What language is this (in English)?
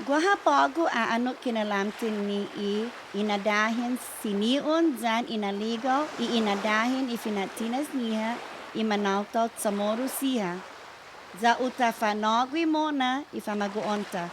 Chamorro